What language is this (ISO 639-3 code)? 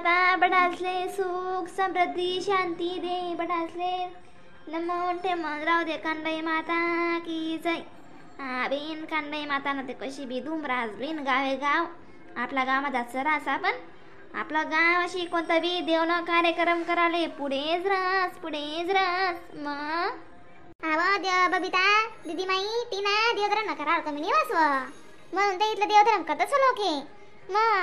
khn